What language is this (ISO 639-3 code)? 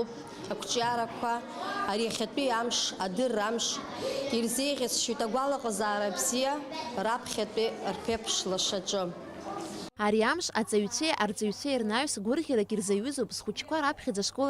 abk